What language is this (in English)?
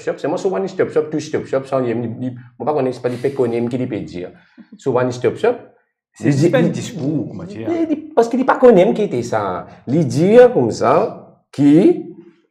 Morisyen